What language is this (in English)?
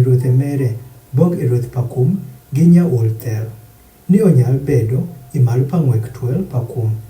Adhola